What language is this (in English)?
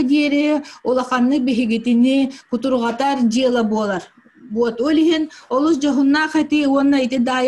Yakut